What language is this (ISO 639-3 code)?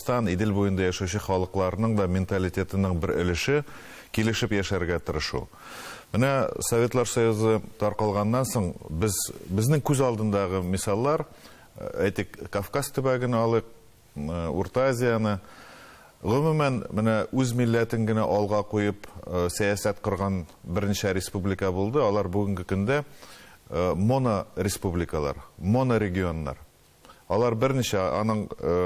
tat